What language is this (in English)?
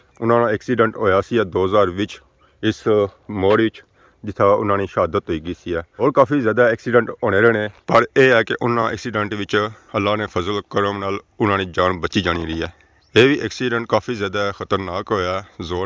Pahari-Potwari